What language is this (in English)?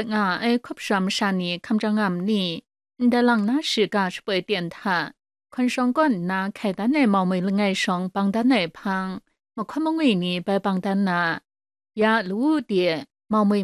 Kachin